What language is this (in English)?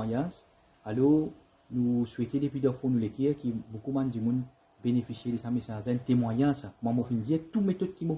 Morisyen